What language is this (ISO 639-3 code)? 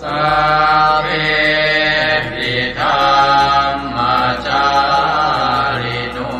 pli